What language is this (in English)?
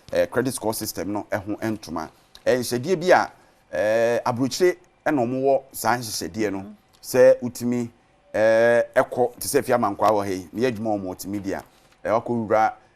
Akan